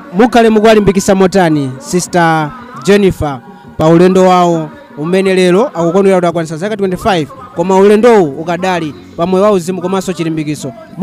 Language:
Nyanja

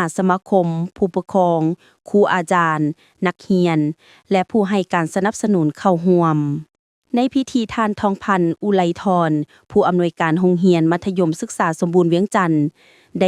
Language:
Lao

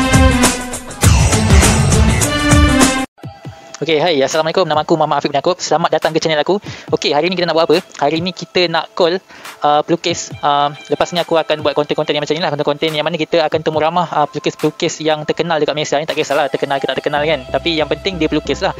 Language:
Malay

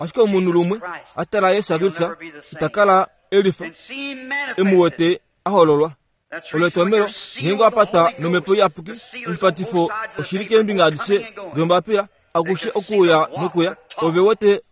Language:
Kuanyama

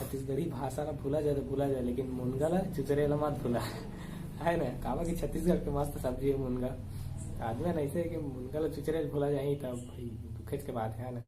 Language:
Chhattisgarhi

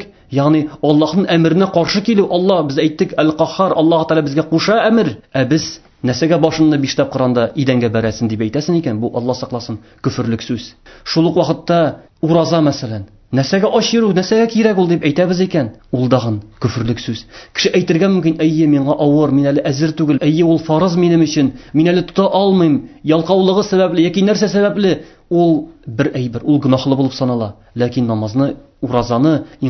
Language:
Tatar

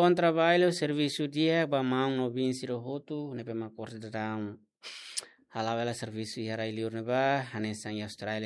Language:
Tetum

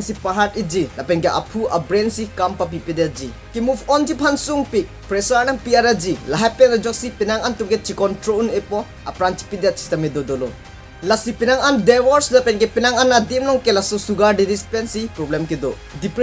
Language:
Karbi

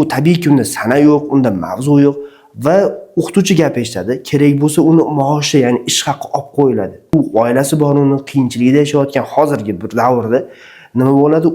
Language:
Uzbek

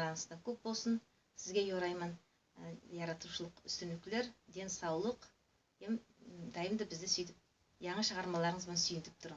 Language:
Nogai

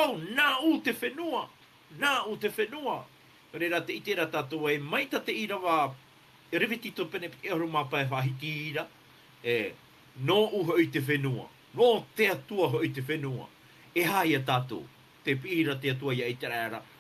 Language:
Tahitian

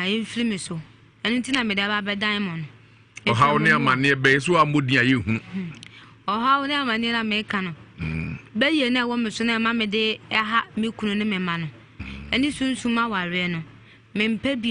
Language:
Akan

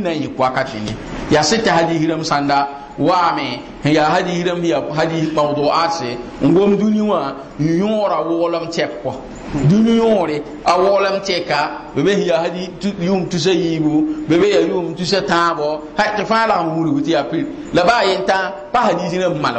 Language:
Mossi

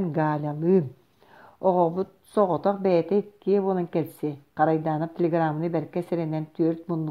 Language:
Yakut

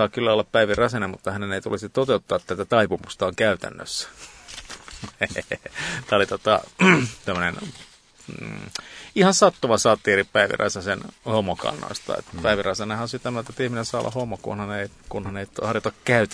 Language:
Finnish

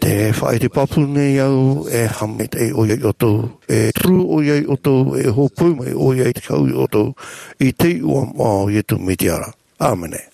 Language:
Tahitian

